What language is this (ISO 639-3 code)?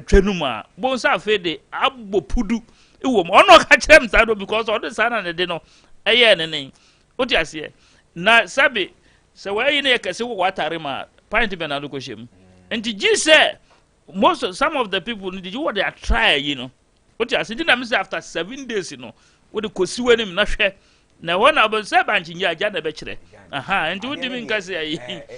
aka